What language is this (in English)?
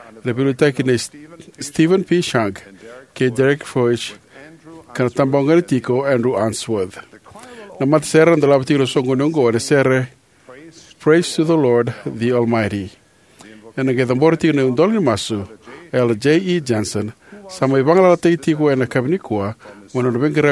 Fijian